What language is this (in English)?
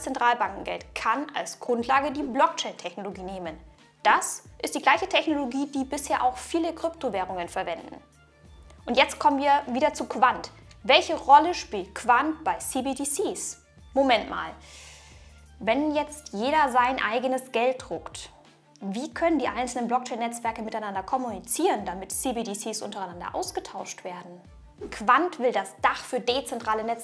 German